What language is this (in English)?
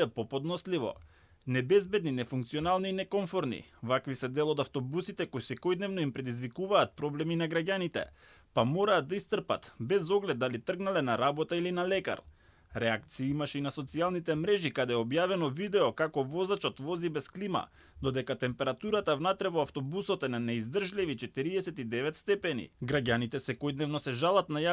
Macedonian